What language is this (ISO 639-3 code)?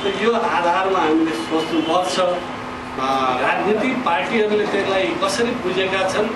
nep